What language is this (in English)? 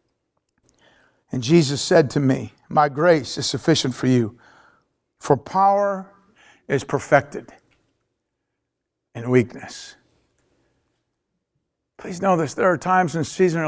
English